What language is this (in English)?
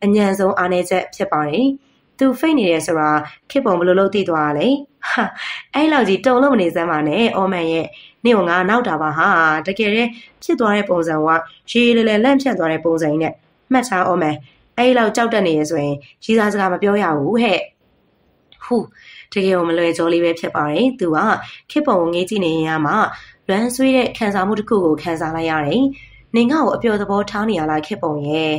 Burmese